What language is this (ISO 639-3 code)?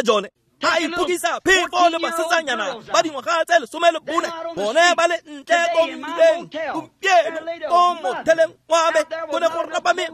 tsn